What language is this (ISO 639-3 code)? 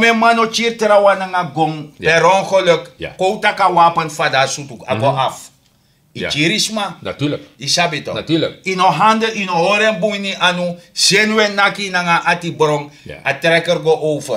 srn